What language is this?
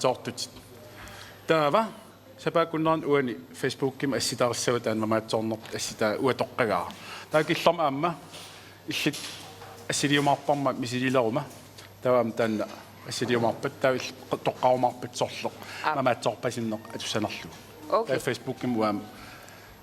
Kalaallisut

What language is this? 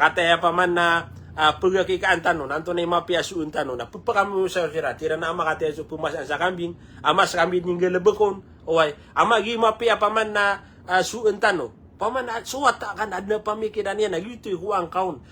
Maranao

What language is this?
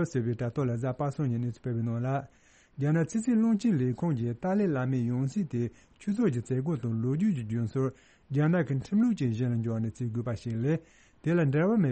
Tibetan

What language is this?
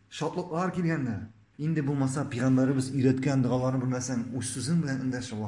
Tatar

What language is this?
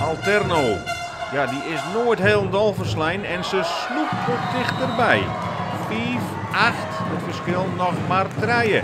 Western Frisian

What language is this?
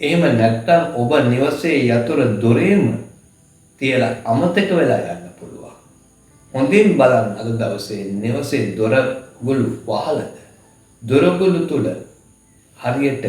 Sinhala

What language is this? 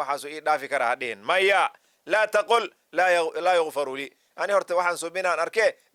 Somali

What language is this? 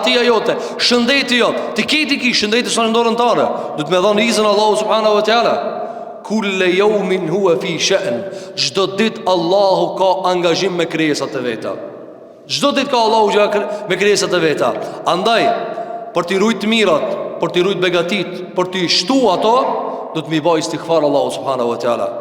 Albanian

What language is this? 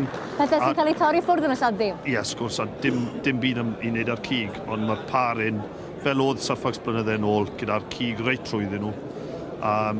Welsh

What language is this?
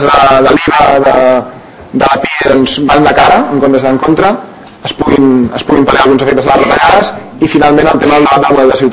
Catalan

